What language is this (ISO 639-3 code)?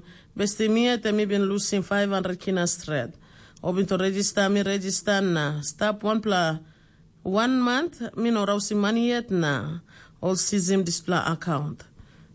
tpi